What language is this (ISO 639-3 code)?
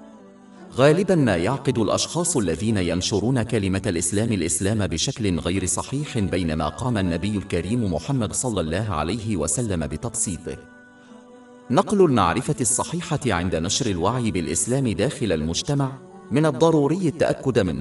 ara